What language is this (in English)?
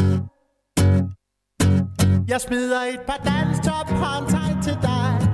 Danish